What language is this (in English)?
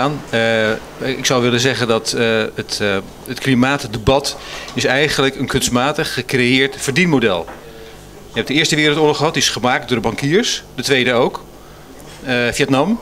Dutch